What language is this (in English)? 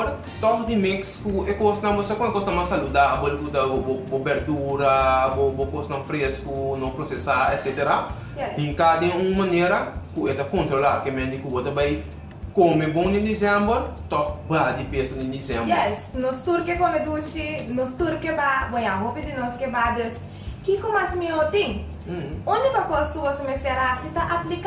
Papiamento